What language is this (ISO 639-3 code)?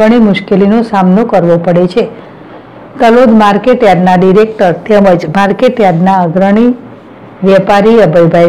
guj